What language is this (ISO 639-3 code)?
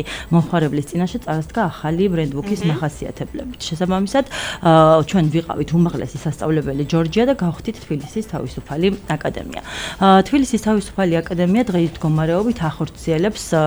kat